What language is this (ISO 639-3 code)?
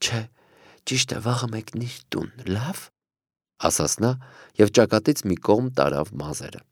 hye